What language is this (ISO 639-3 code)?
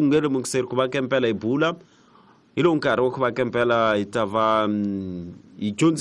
tso